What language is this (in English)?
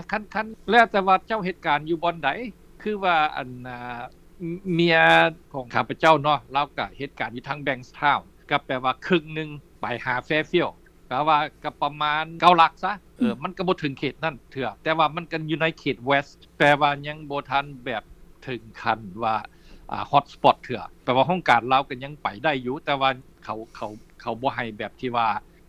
Lao